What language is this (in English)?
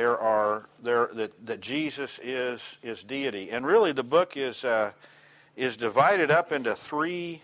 English